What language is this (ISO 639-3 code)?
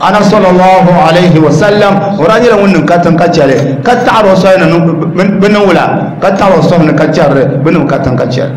dag